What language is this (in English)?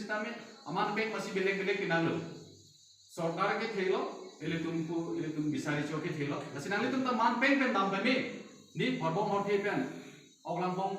Karbi